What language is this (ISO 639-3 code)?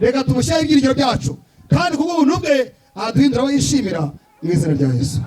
kin